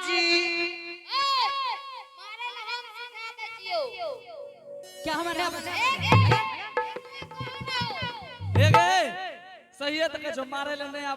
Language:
Angika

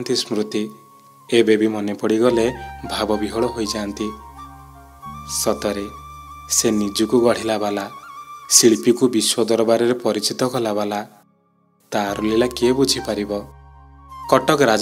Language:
Odia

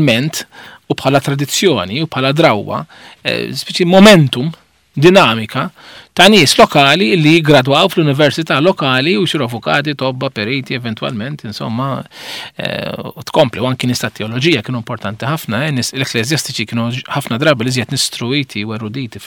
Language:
Maltese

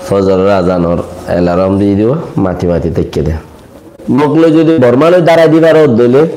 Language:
Rohingya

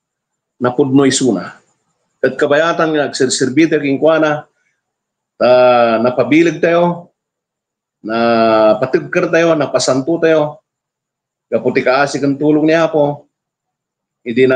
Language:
Iloko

